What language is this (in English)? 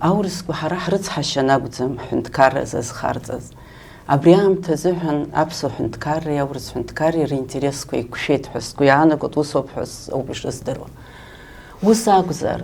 Abkhazian